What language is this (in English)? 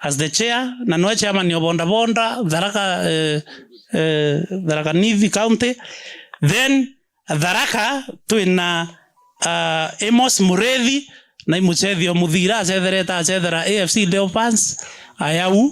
Meru